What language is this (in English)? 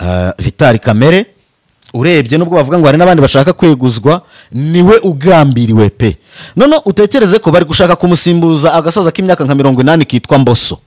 Kinyarwanda